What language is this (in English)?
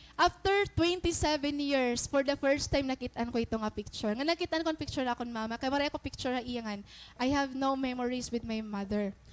Waray